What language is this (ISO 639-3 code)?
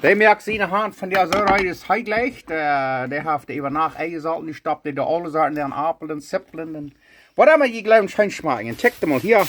pdt